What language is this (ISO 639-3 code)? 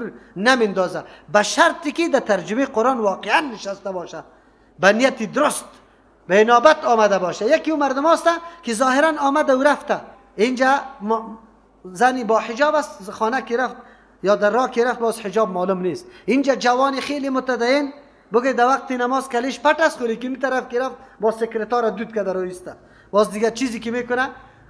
fas